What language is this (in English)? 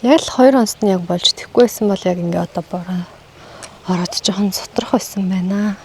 Mongolian